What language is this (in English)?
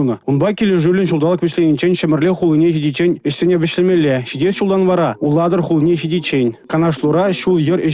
Chuvash